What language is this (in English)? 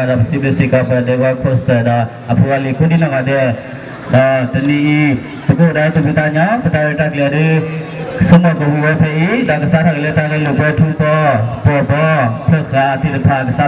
S'gaw Karen